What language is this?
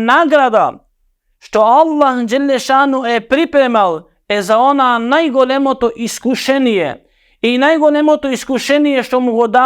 Macedonian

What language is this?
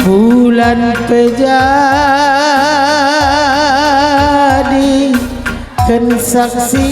Batak Karo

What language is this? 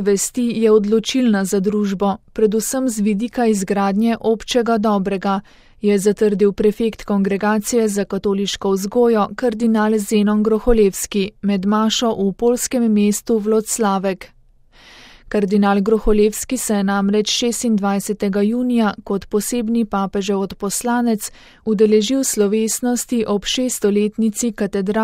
Slovenian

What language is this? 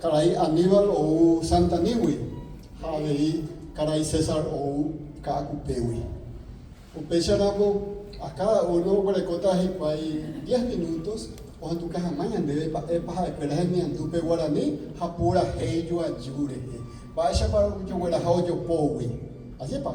Guarani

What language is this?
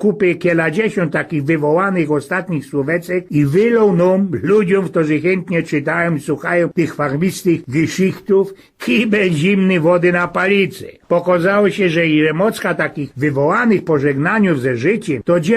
Silesian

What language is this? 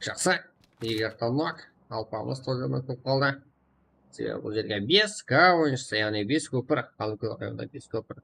Kara-Kalpak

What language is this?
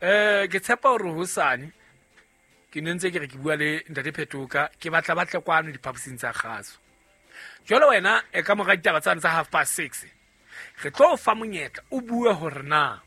Southern Sotho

